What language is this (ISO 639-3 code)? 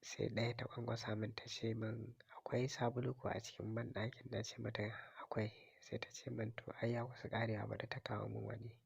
hau